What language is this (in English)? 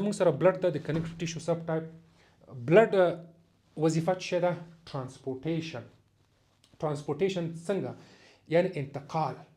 Pashto